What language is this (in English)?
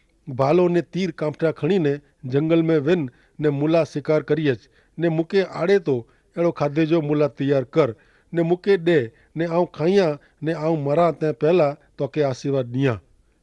Kachhi